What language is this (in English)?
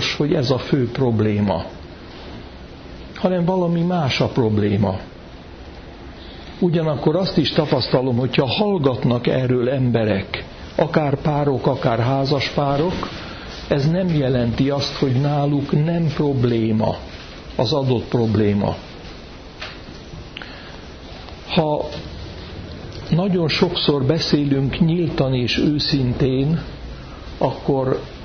Hungarian